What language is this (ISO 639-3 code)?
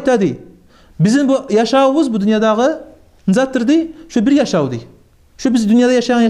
kum